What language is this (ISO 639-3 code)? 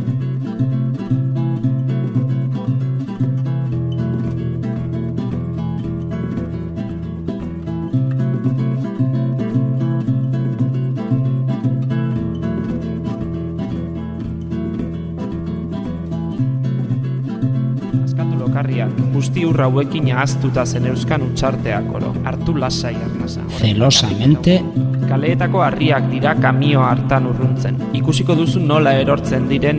eus